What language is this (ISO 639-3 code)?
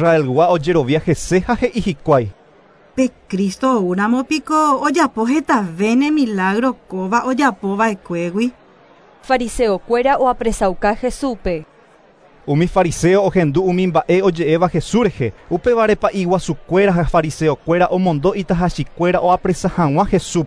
grn